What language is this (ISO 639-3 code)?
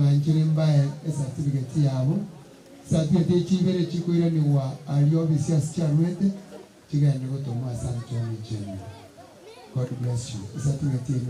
guz